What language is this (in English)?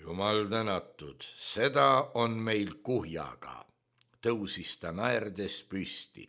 Estonian